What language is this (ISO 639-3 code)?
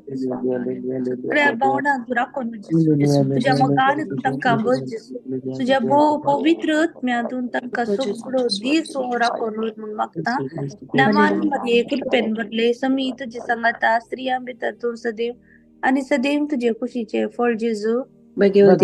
kok